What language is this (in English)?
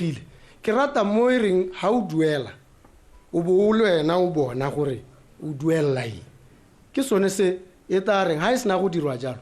Tswana